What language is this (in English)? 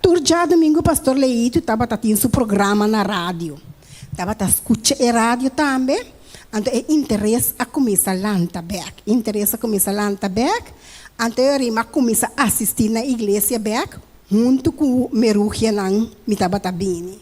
Papiamento